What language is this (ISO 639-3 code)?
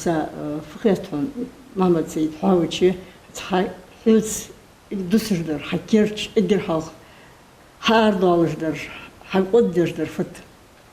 inh